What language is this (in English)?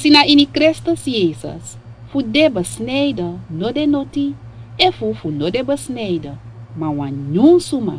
Sranan Tongo